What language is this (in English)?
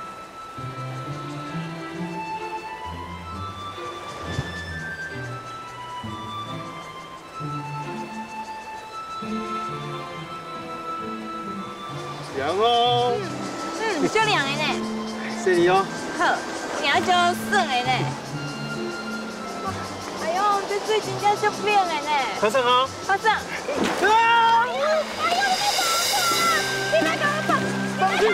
Min Nan Chinese